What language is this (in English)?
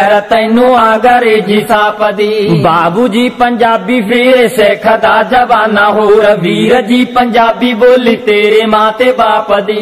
Punjabi